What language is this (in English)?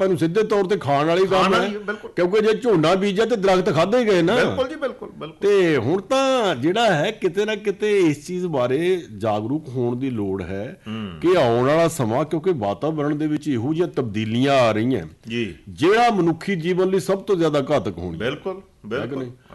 Punjabi